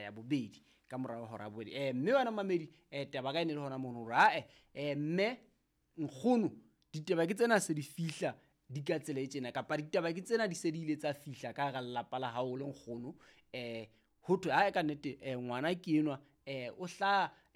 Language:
Southern Sotho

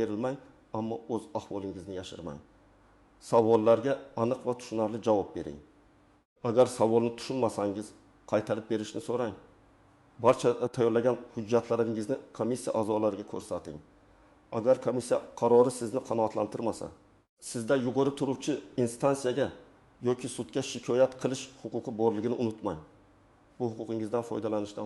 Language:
Uzbek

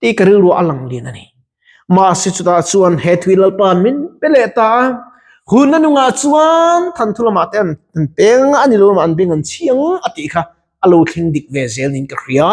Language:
Mizo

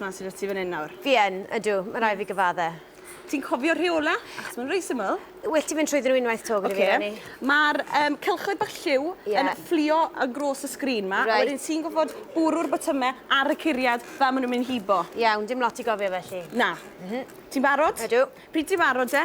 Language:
Welsh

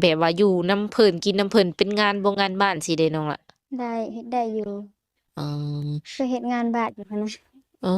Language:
Lao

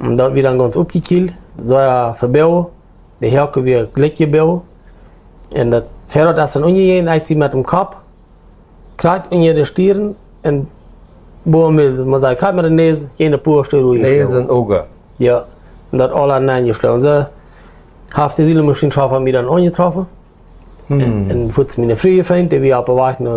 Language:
Plautdietsch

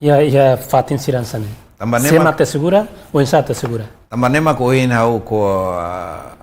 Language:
Tetum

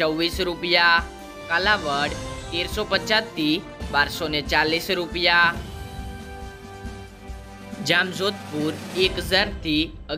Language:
Gujarati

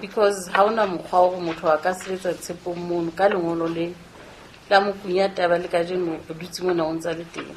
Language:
Southern Sotho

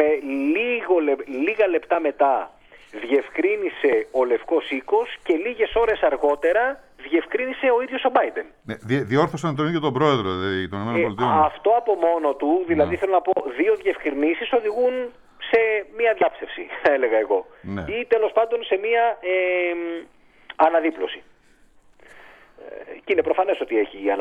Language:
Greek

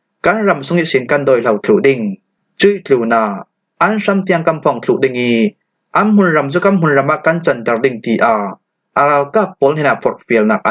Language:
Falam Chin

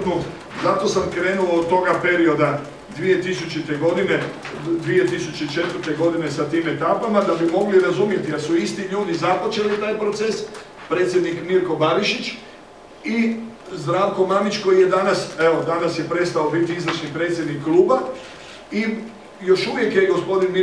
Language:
Croatian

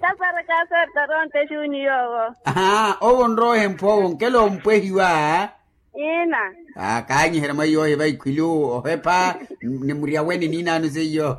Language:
Makhuwa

